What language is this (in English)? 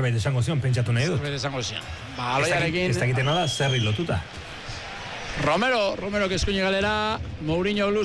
Basque